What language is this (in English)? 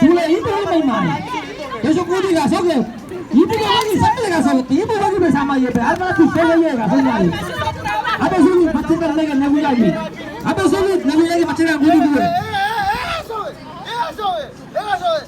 San Blas Kuna